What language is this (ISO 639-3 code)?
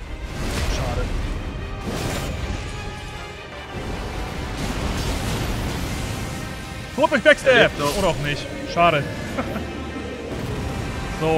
deu